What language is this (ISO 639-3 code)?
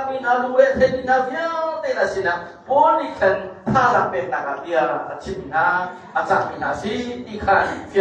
cnh